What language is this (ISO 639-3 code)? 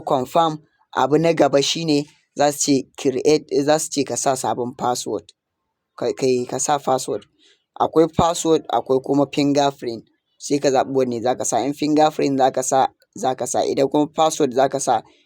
hau